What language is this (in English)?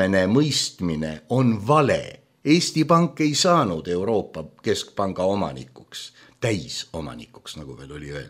Estonian